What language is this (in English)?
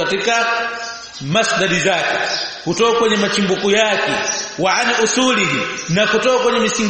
Swahili